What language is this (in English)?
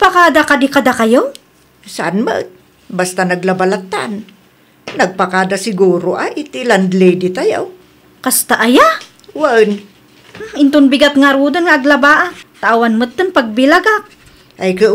Iloko